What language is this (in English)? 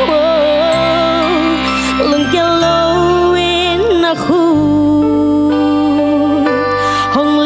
Tedim Chin